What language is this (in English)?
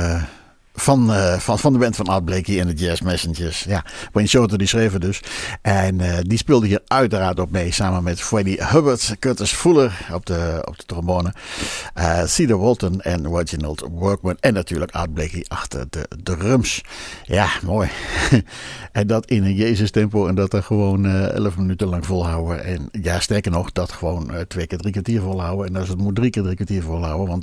Dutch